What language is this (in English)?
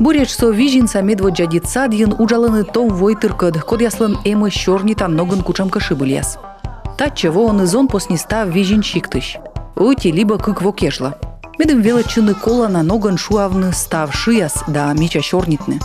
Komi